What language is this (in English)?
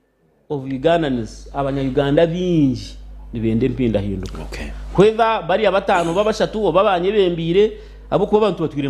Nyankole